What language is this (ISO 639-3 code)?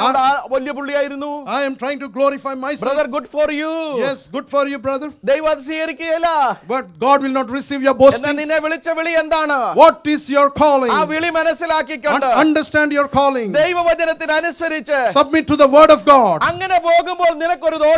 mal